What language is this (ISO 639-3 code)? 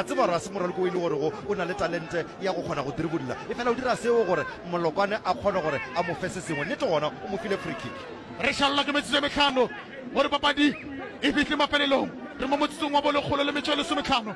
nso